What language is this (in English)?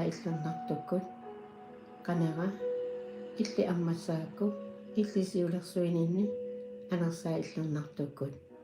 Kalaallisut